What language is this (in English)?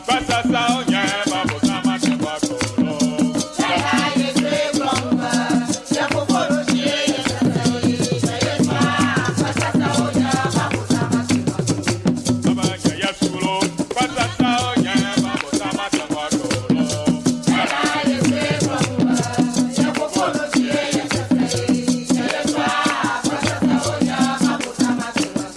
Ewe